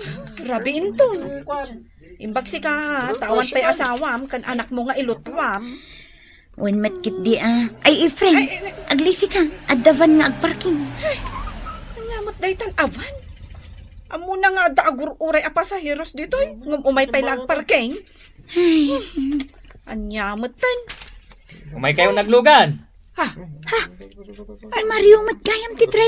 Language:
Iloko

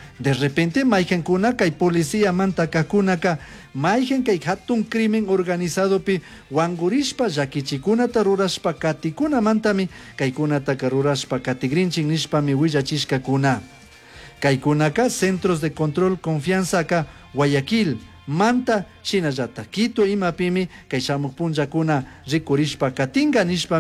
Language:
Chimborazo Highland Quichua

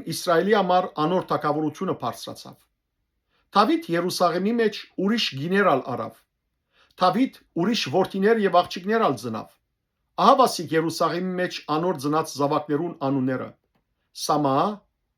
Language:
Western Armenian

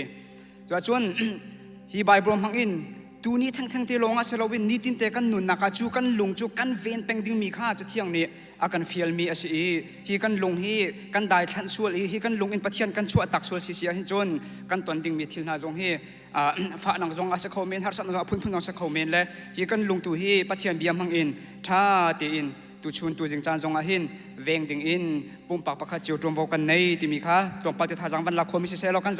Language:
Hakha Chin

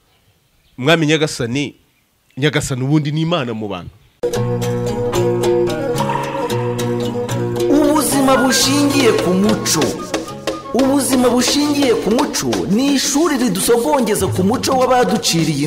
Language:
Kinyarwanda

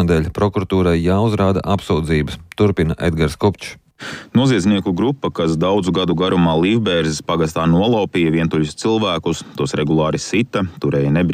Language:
Latvian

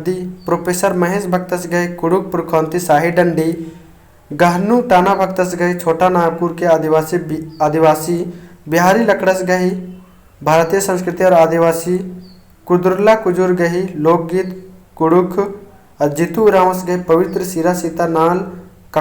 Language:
Kurukh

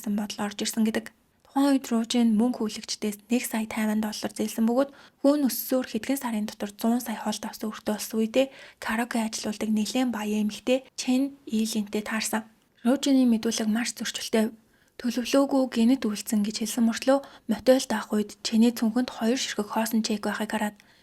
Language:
Mongolian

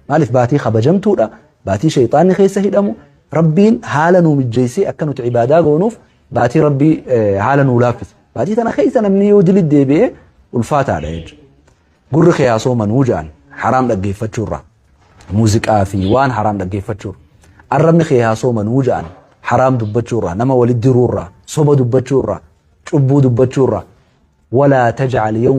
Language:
Oromo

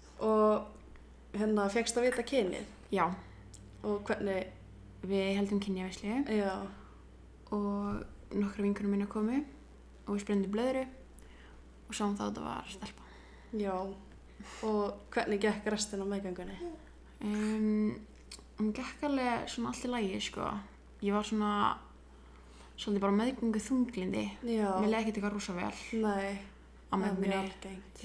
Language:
Icelandic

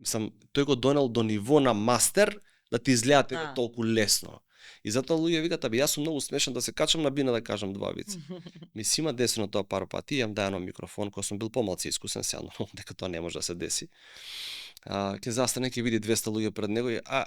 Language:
Macedonian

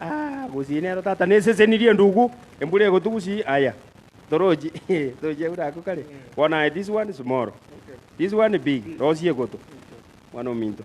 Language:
Gusii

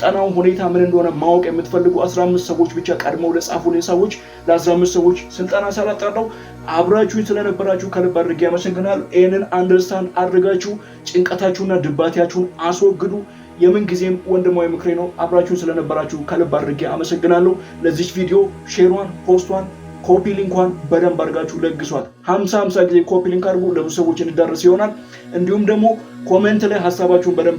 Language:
Amharic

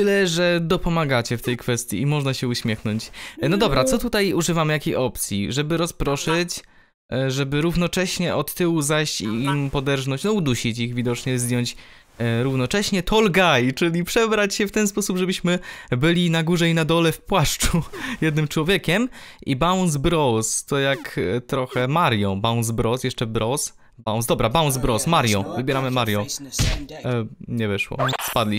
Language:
Polish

